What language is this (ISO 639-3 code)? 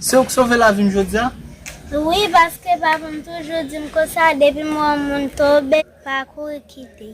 hat